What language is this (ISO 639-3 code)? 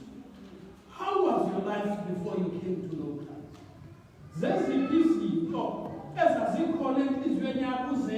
xho